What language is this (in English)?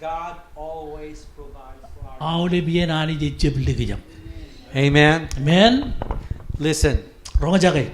Marshallese